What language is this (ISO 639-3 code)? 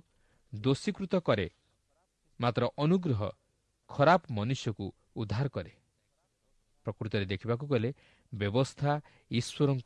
ori